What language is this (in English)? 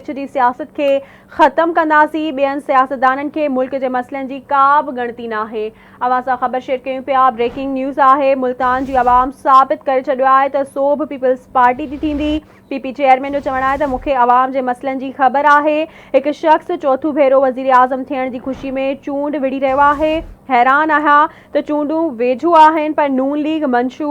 Sindhi